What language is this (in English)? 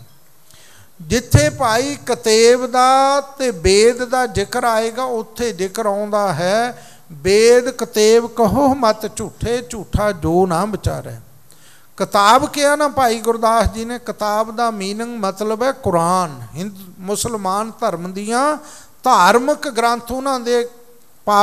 Punjabi